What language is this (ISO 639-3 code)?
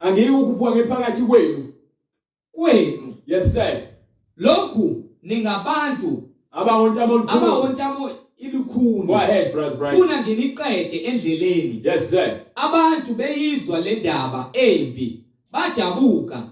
zul